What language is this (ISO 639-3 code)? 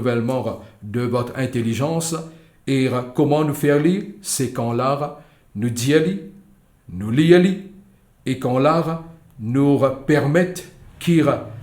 mfe